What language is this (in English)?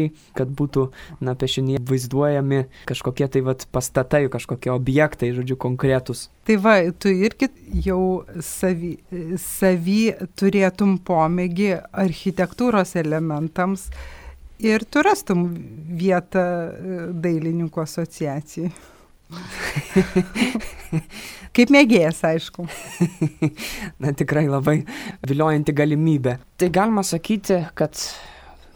Lithuanian